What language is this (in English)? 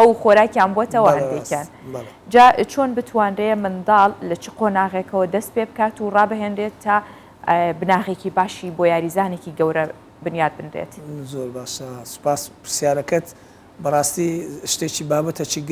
Central Kurdish